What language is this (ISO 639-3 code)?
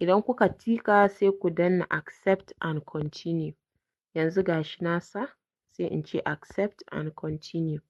hau